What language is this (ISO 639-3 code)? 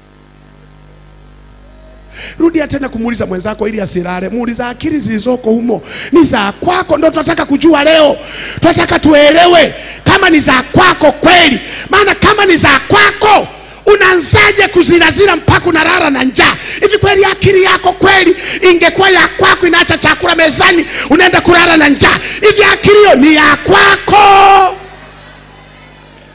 swa